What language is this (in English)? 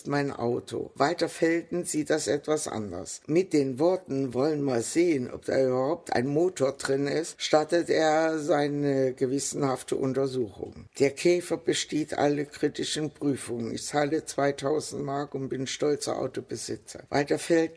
German